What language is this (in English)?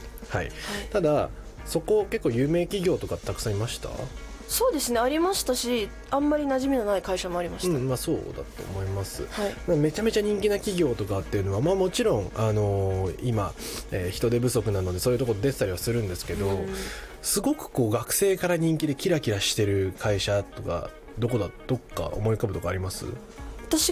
Japanese